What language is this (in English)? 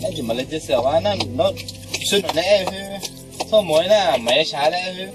Akha